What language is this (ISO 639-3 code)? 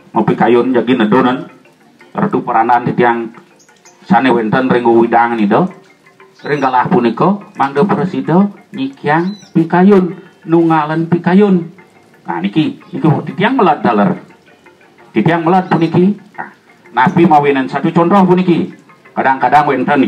ban